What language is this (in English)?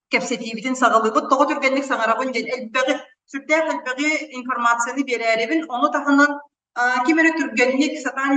Yakut